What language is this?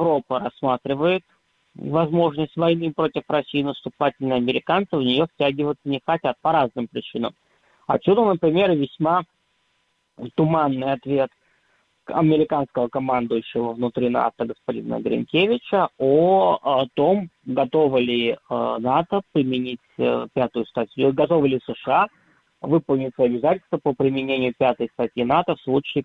Russian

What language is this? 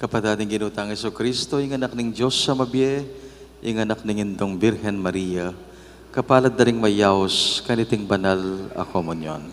Pampanga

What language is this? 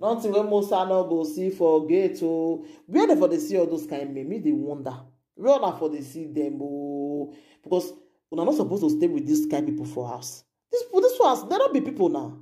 Nigerian Pidgin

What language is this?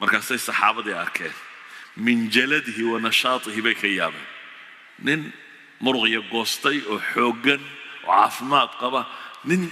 Somali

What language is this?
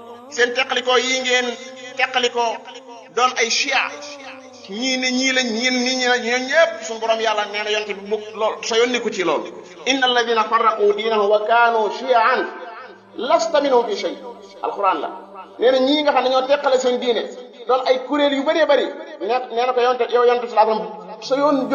Wolof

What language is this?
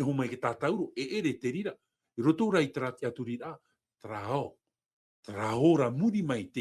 Tahitian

